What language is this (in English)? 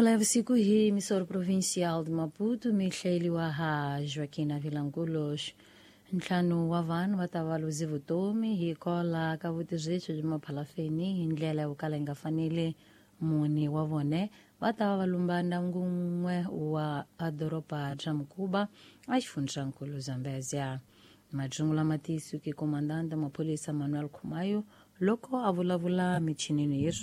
Tsonga